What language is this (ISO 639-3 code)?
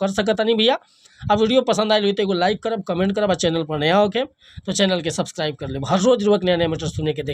bho